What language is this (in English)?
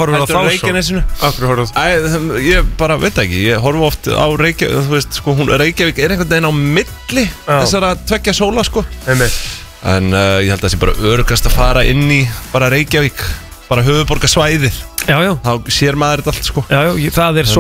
Icelandic